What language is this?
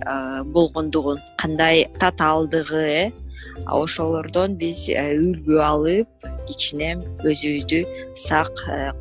Kyrgyz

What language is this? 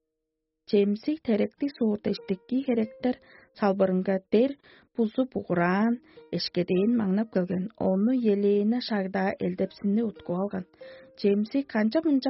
Tuvinian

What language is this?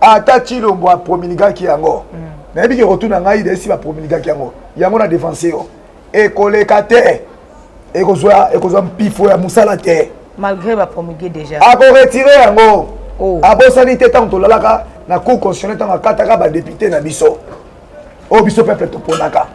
Lingala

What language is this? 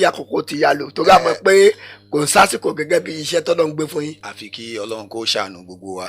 Yoruba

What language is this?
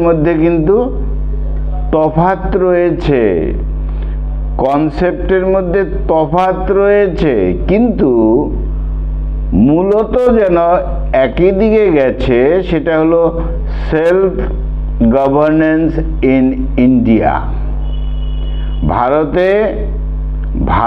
Bangla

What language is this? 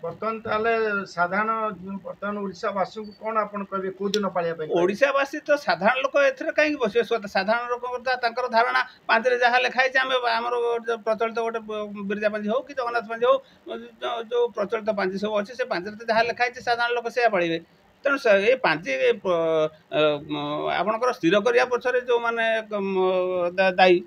Odia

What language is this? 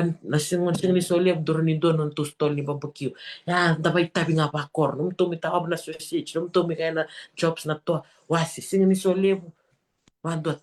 Fijian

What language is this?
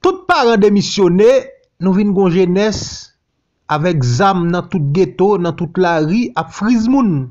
Haitian Creole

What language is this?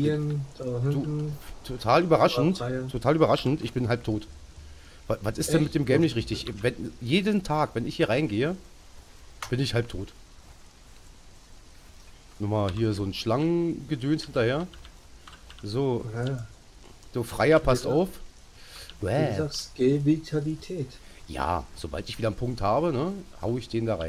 German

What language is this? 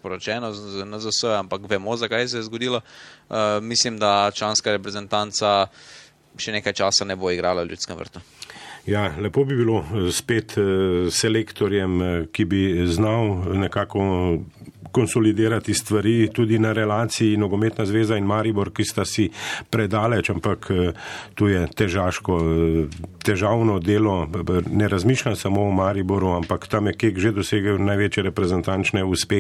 Slovenian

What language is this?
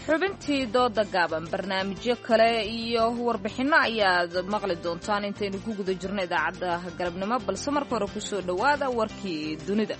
Somali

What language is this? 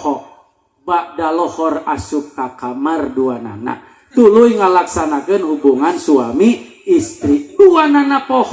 Sundanese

